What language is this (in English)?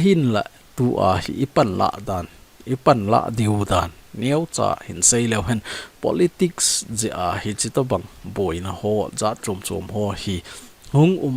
Thado Chin